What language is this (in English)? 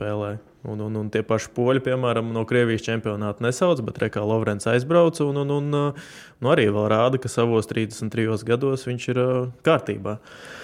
Latvian